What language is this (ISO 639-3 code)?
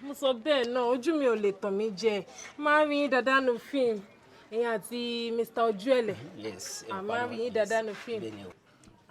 yor